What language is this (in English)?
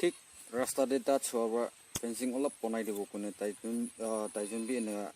Naga Pidgin